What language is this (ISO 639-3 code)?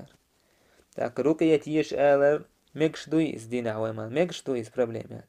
che